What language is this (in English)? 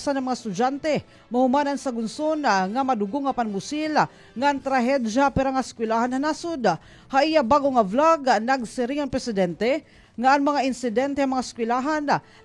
Waray